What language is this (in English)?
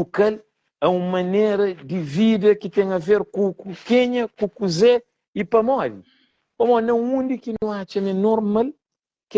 Kabuverdianu